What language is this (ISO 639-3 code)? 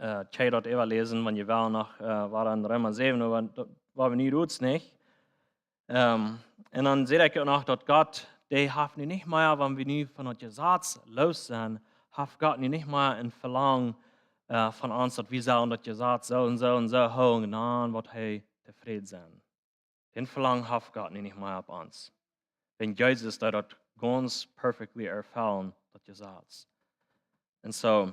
pdt